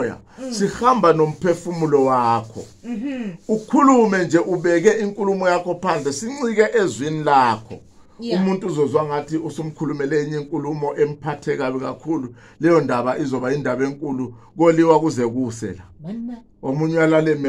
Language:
Zulu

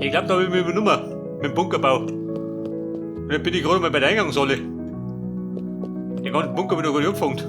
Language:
Bavarian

